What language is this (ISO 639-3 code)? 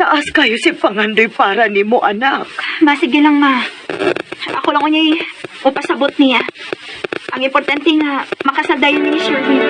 ceb